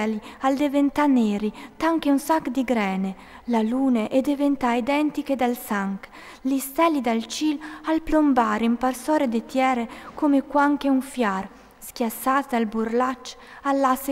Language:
Friulian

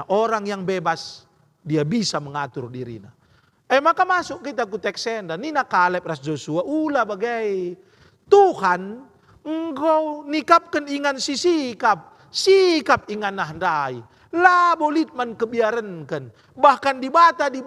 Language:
Batak Karo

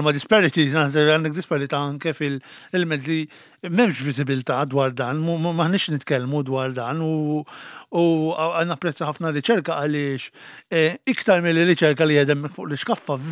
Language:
Maltese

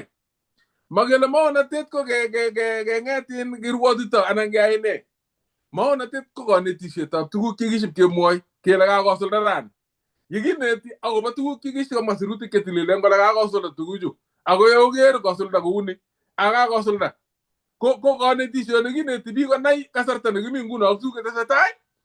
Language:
Kalenjin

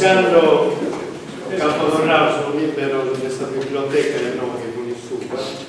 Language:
Sardinian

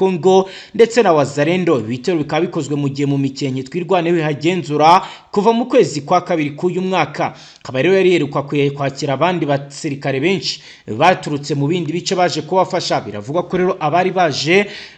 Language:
Kinyarwanda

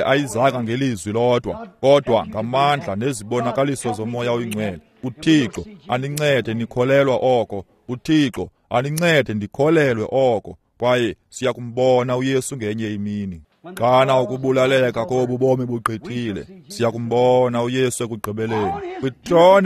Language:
Xhosa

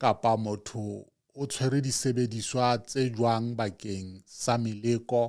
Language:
Southern Sotho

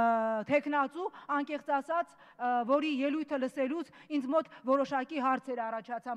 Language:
Armenian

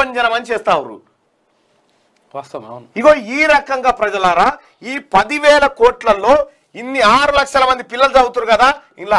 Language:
Telugu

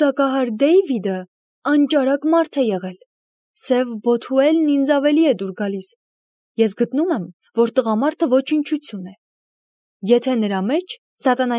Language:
Armenian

